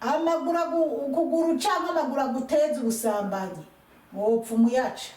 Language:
Rundi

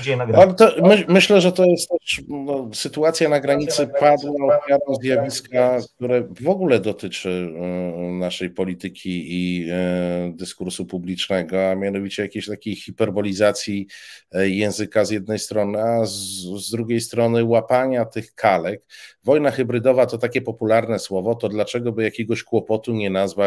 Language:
Polish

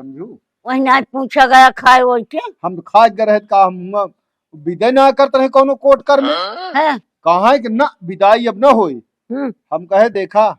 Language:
Awadhi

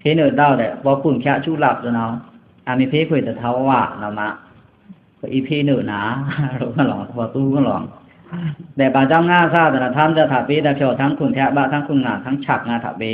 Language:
Pa'o Karen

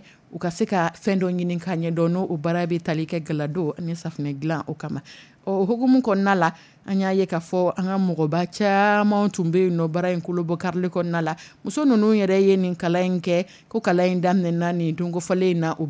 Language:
Dyula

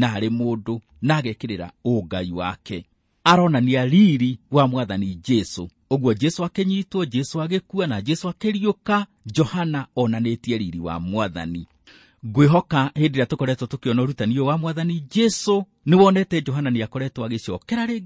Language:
Kikuyu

